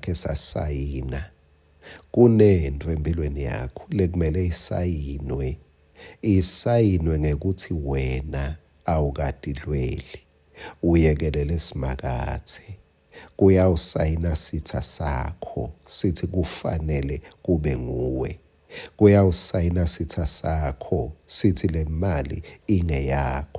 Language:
Swati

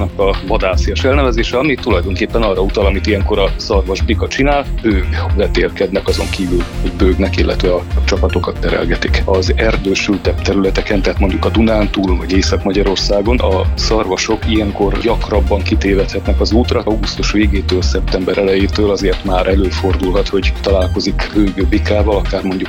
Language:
Hungarian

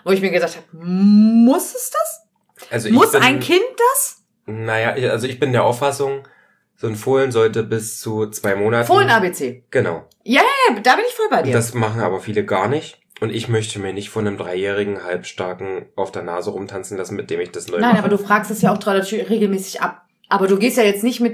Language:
German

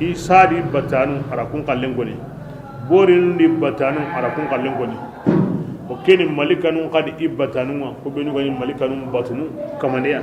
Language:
Bambara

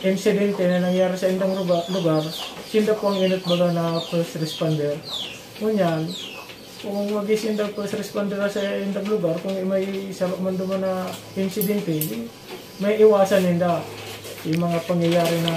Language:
Bikol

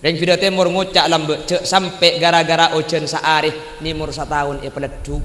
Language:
Madurese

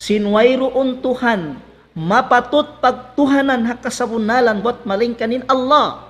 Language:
Tausug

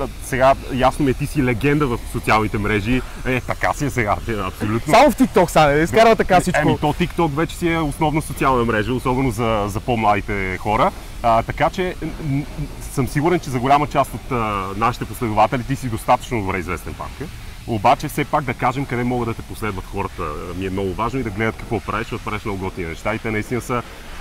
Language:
Bulgarian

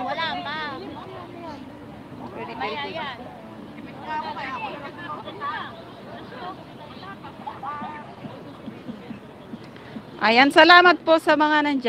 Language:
Filipino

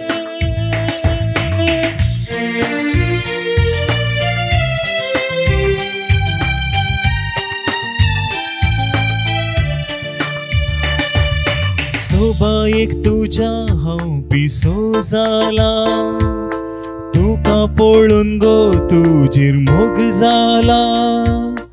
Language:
Konkani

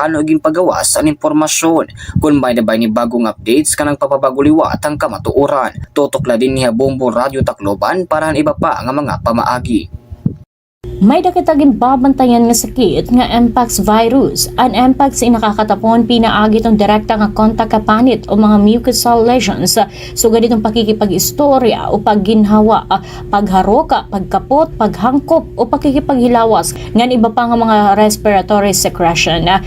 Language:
Waray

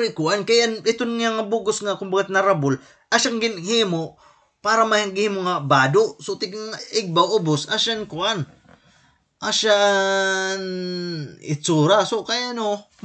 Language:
Waray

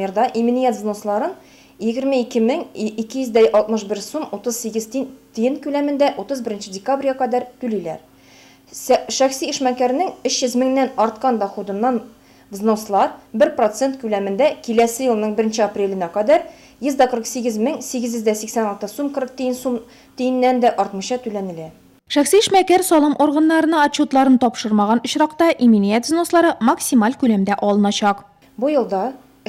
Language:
Tatar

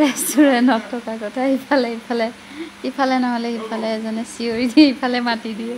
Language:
Assamese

